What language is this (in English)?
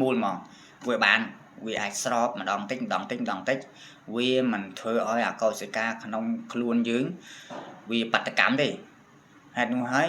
Khmer